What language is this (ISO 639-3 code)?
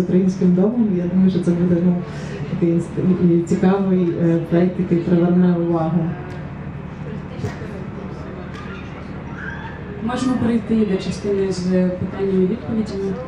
ukr